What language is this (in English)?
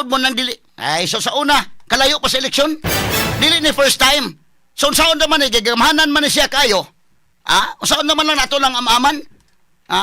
Cebuano